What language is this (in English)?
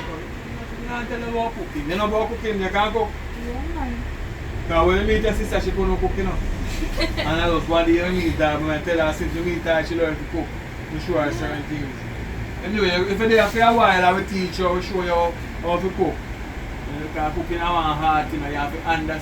Jamaican Creole English